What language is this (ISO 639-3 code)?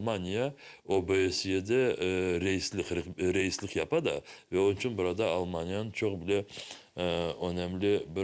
crh